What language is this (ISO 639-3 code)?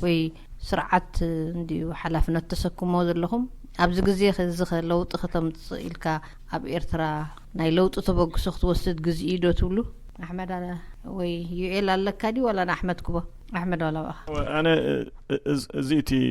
tir